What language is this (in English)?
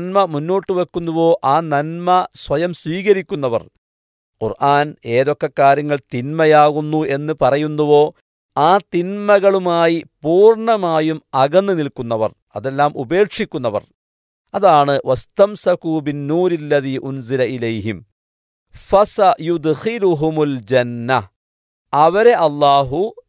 Malayalam